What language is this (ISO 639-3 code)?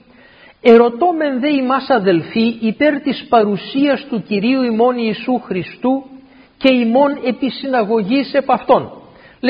ell